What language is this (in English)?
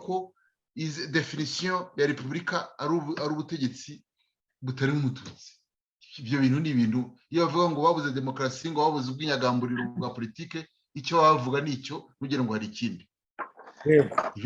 Kinyarwanda